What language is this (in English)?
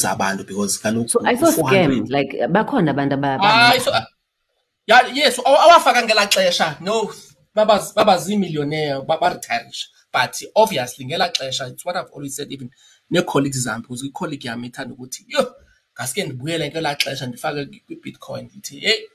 Xhosa